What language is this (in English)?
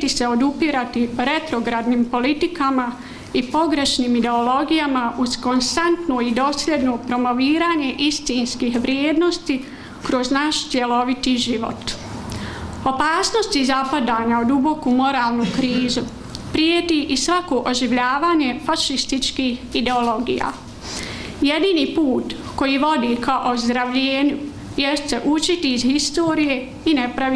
Bosnian